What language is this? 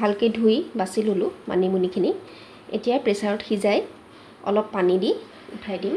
Assamese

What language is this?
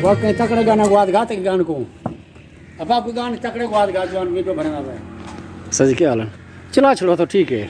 Saraiki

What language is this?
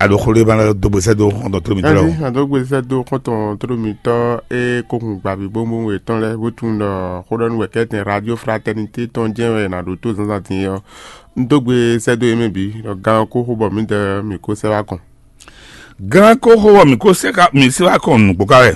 Fon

